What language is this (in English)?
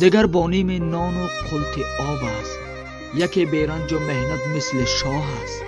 Tajik